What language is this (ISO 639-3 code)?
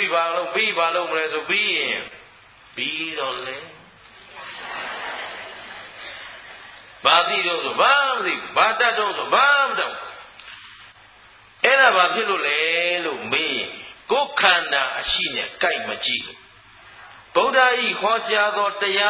mya